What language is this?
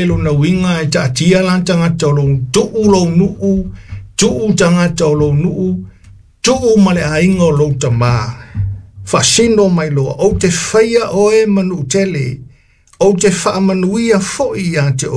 Samoan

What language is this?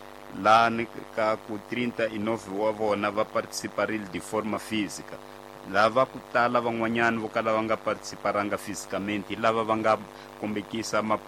Tsonga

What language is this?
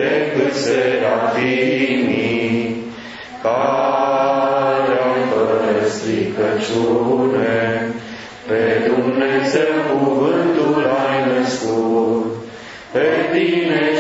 Romanian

